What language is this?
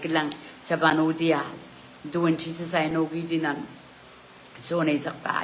Pohnpeian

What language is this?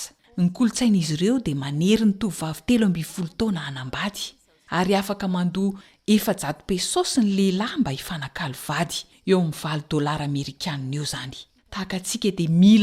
Malagasy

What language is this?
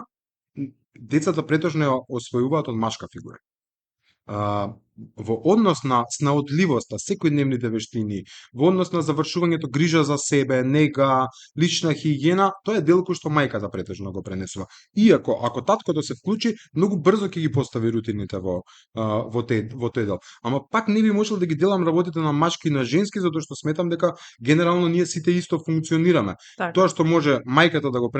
Macedonian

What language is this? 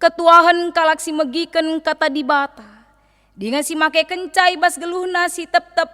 Batak Karo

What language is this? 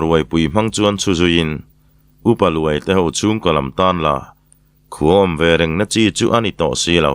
Mizo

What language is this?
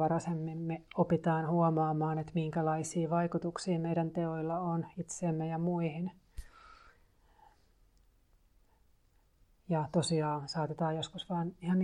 Finnish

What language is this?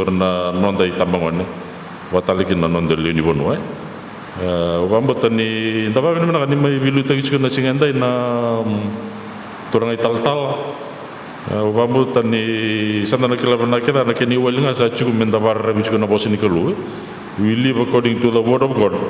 Fijian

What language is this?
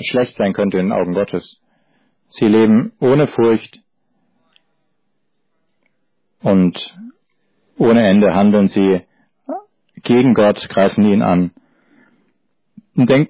German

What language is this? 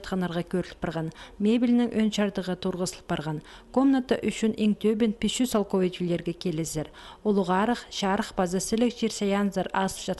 Khakas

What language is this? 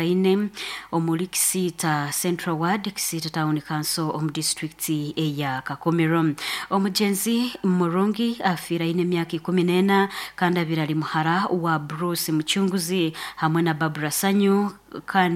Nyankole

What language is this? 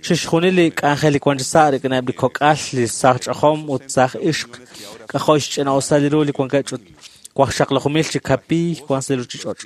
Kekchí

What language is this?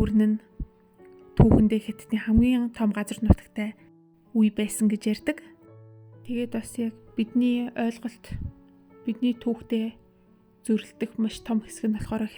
Mongolian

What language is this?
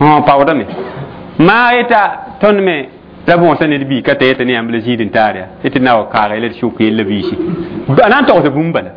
Mossi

